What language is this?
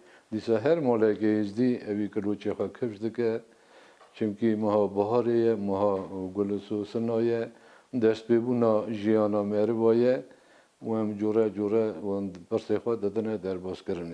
Kurdish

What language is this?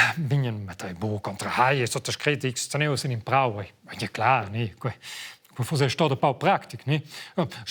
Romansh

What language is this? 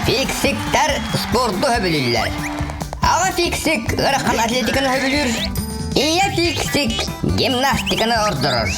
Yakut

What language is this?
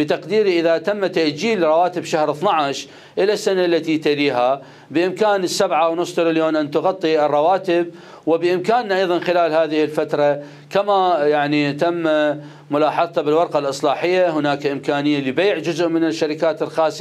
Mesopotamian Arabic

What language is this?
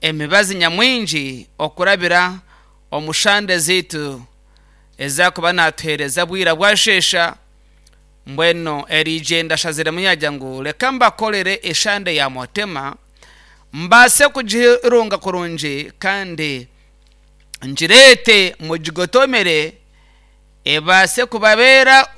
Nyankole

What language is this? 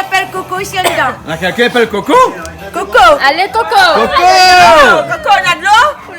Réunion Creole French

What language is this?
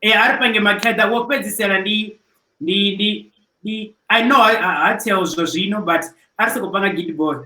Venda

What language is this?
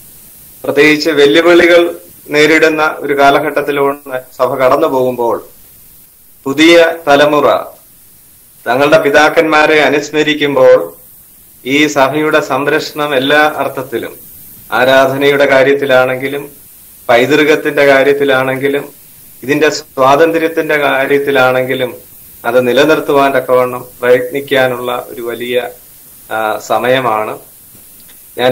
Malayalam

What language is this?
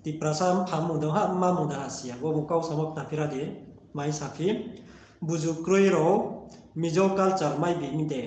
Riang (India)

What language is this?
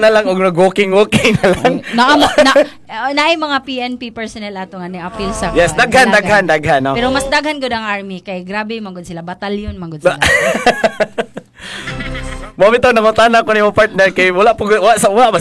Cebuano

